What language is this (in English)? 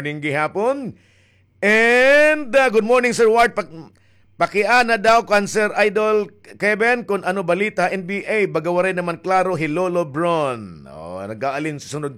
Waray